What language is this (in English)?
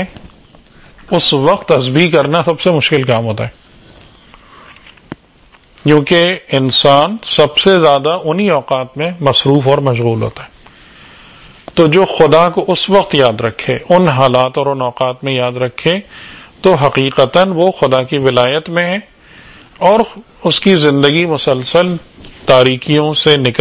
Urdu